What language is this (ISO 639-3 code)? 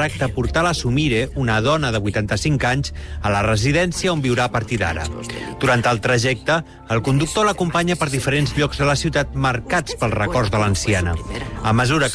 cat